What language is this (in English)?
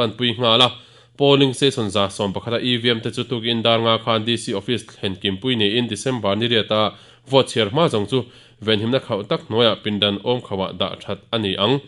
Mizo